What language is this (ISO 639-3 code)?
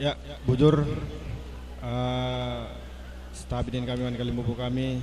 btx